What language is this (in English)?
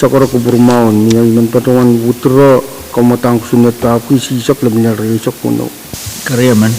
Pohnpeian